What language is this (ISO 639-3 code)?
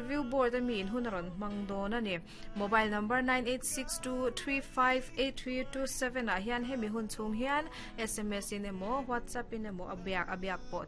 lus